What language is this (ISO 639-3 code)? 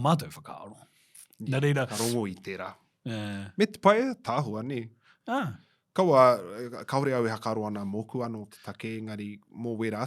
mri